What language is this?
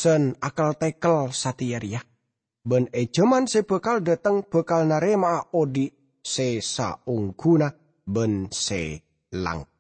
Madurese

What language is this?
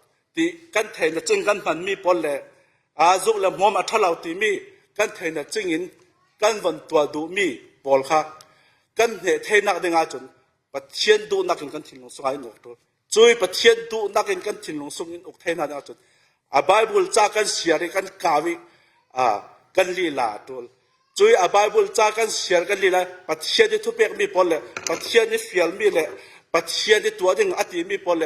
Falam Chin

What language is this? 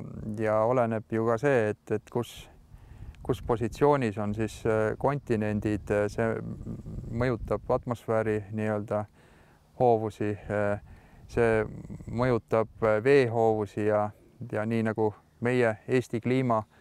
Estonian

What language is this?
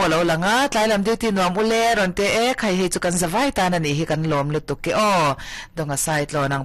Mizo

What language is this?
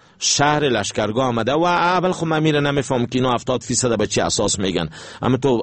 Persian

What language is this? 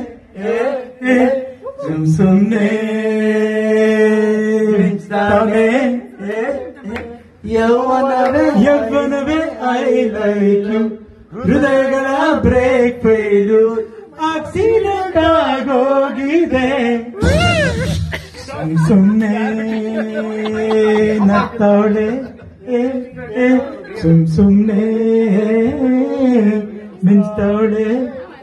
Kannada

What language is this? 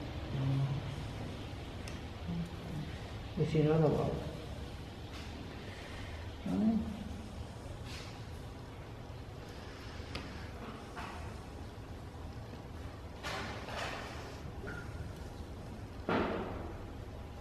Catalan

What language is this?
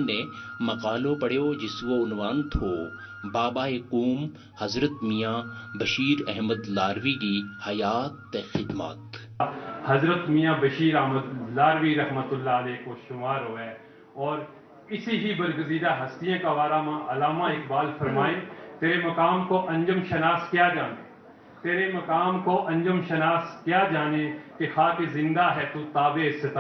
Gujari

